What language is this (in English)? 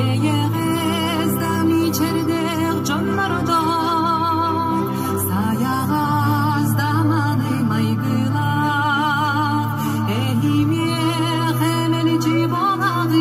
Yakut